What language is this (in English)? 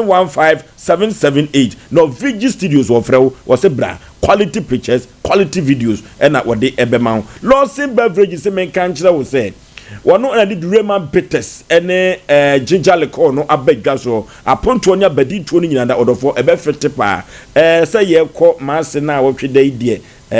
Akan